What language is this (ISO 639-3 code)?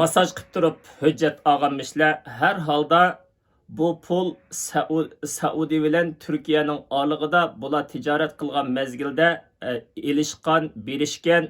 uig